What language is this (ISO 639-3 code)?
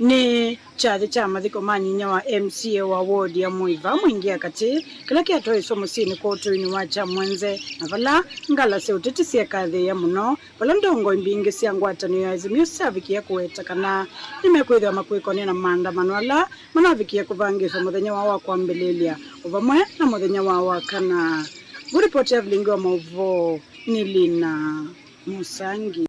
kam